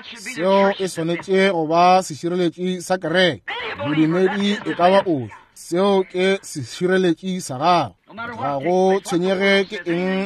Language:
Northern Sotho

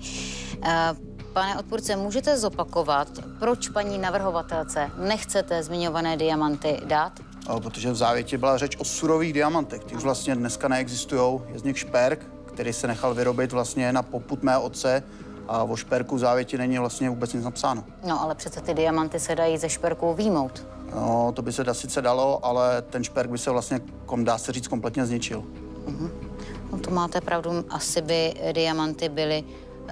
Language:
Czech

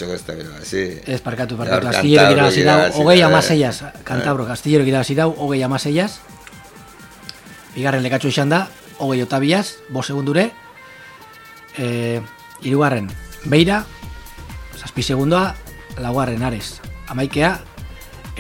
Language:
Basque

